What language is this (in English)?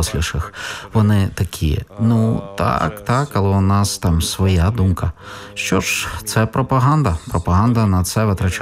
Ukrainian